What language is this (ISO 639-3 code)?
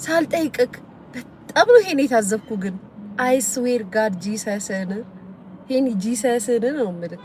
amh